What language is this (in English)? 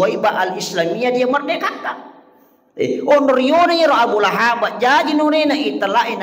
Buginese